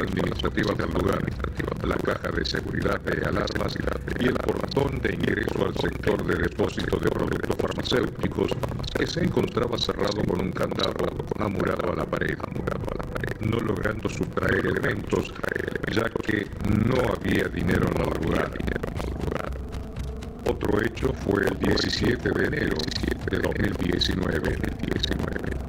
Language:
Spanish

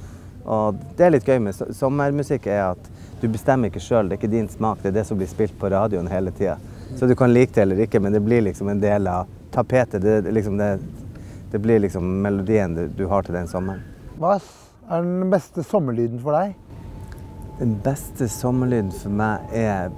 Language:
Norwegian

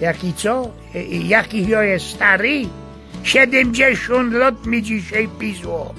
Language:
Silesian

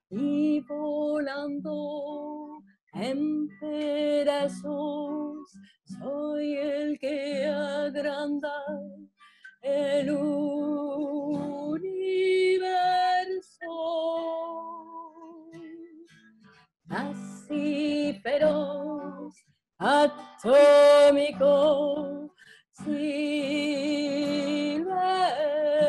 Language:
Spanish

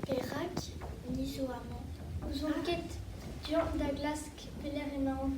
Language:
Breton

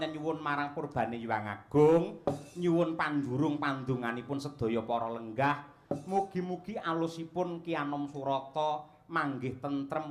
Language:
Javanese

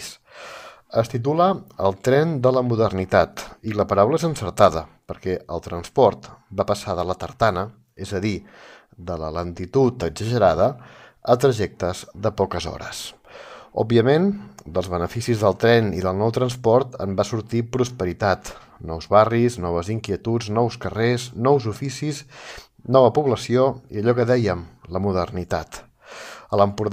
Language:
Catalan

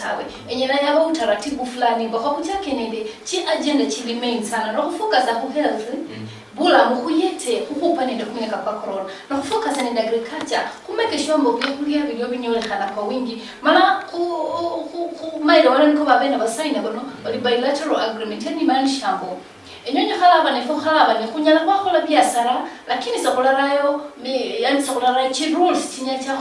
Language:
Luyia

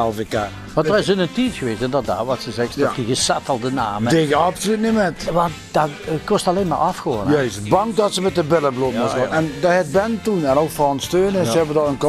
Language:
Limburgish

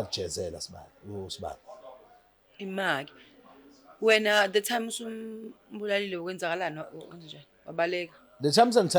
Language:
Zulu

